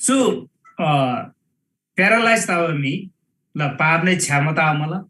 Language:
Eastern Tamang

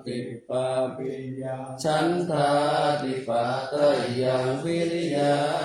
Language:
Pali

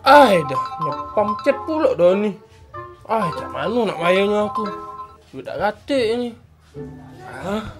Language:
Musi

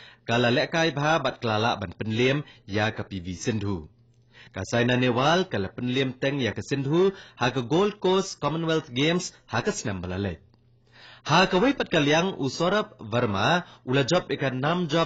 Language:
Khasi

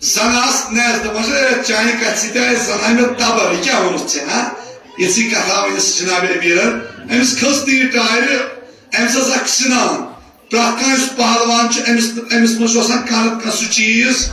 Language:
Kashmiri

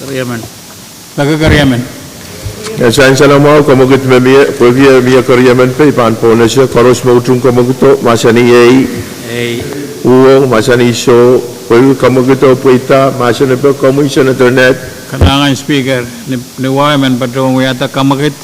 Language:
Pohnpeian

